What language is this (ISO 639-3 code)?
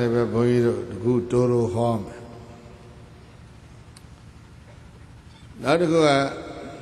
mya